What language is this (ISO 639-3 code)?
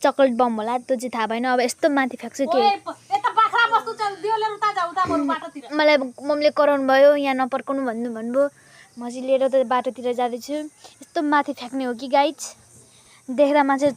nep